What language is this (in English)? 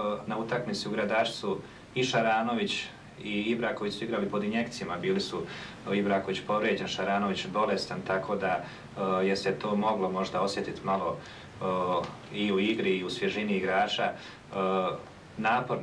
Bosnian